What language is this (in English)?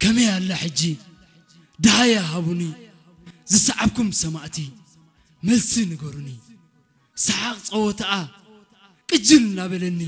Tigrinya